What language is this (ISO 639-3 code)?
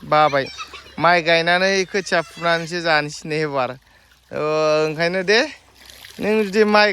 brx